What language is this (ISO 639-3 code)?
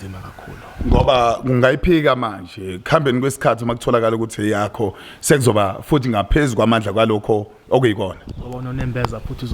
zul